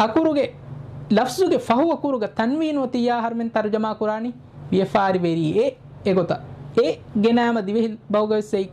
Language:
Divehi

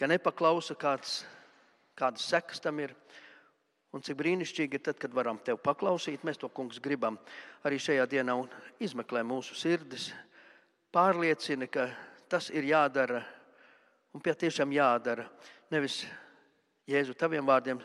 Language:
Latvian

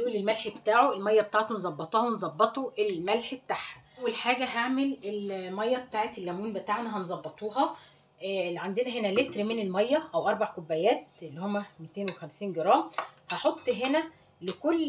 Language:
Egyptian Arabic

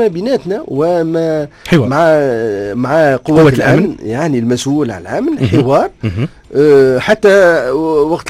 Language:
Tunisian Arabic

